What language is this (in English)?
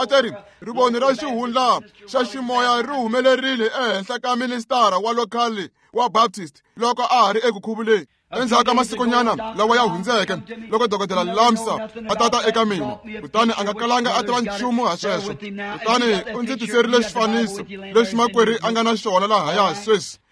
Tsonga